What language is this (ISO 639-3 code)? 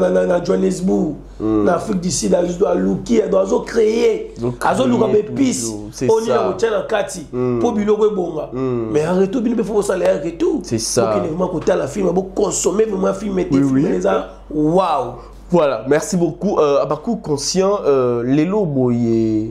lin